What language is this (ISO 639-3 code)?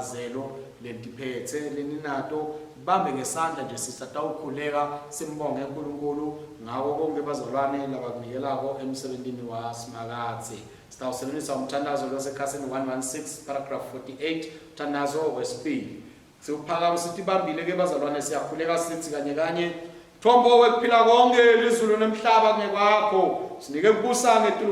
ssw